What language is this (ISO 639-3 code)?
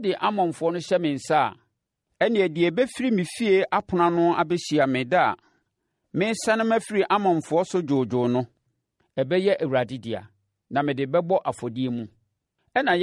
aka